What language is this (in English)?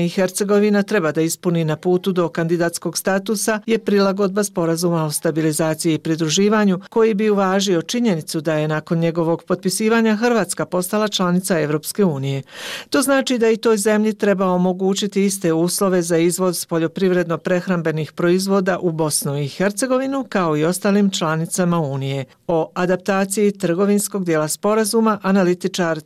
Bosnian